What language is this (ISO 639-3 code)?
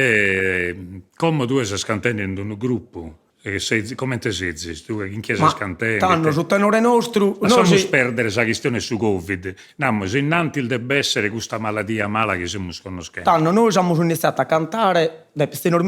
srd